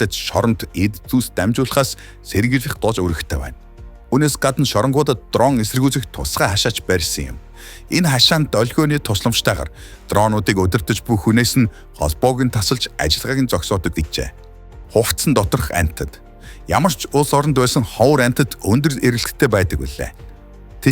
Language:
Mongolian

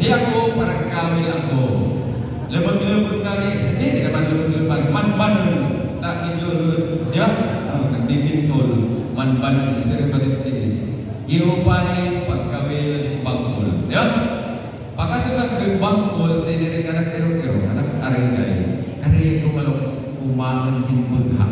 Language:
Waray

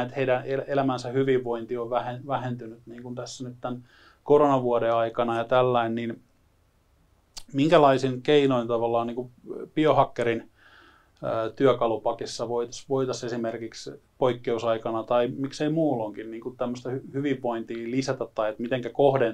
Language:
Finnish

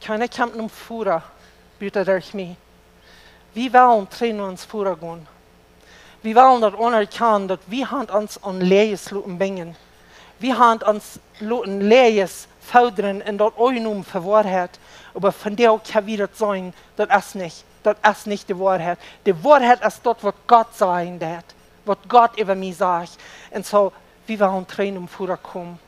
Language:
Plautdietsch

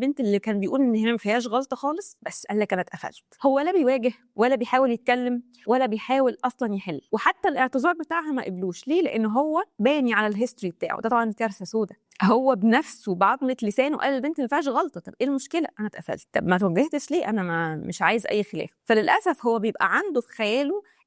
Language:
Egyptian Arabic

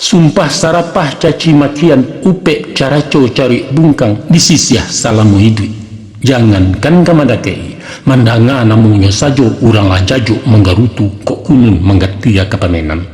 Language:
Minangkabau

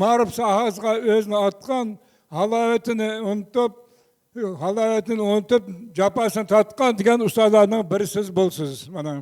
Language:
Uyghur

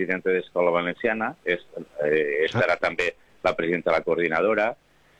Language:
Catalan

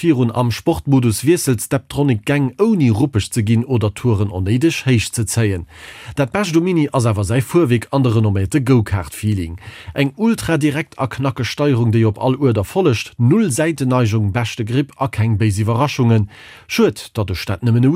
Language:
Luxembourgish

